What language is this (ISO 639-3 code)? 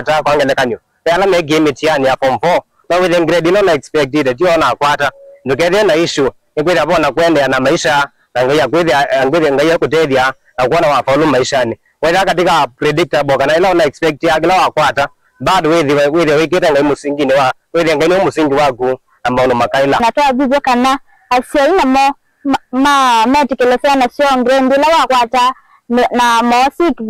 kam